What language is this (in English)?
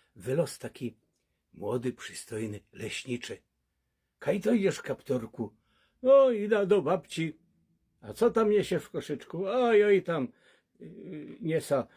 Silesian